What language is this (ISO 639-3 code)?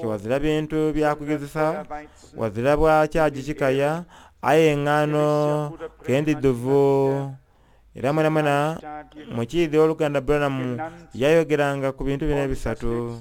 xog